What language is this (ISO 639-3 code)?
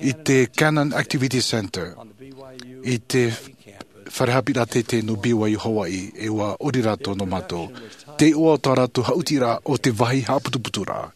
tah